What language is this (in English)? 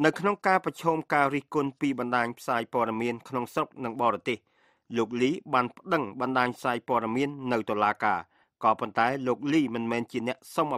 Khmer